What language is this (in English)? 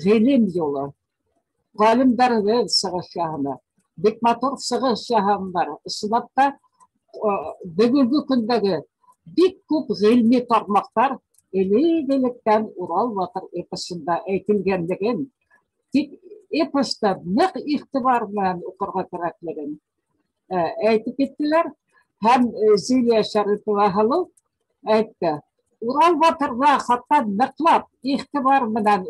Bashkir